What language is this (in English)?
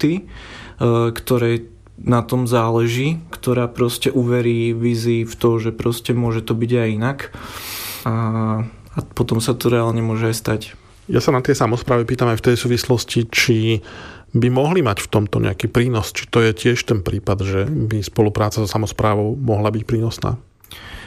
Slovak